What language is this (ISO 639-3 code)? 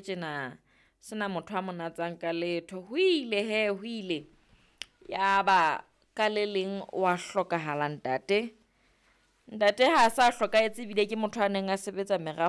sot